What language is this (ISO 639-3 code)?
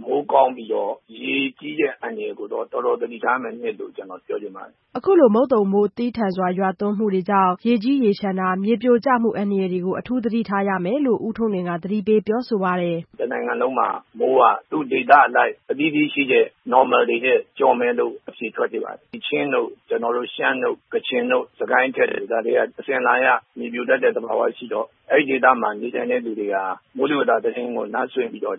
mya